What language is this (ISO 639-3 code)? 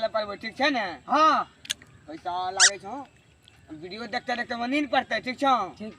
mai